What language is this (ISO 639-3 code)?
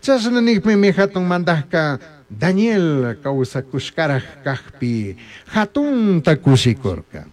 qug